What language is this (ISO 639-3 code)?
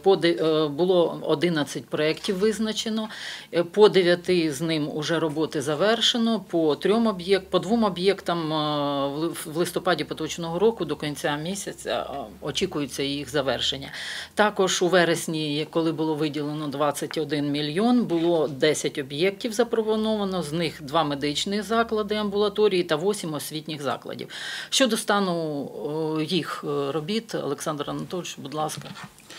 ukr